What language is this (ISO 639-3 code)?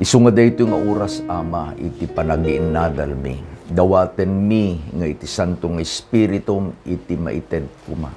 ilo